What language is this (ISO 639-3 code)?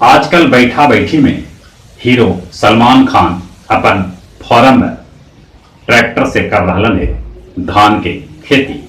mag